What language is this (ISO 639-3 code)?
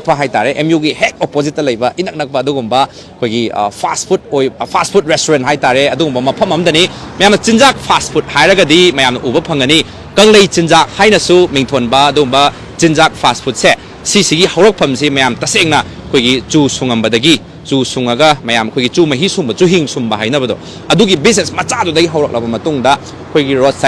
mni